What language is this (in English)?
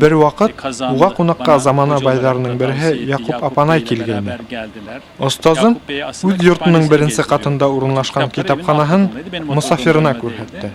Bashkir